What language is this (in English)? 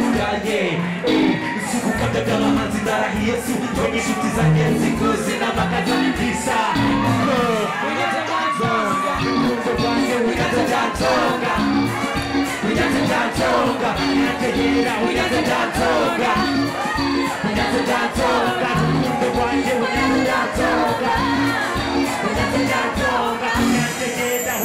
Kinyarwanda